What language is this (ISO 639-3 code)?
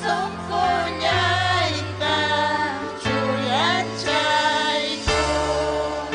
quy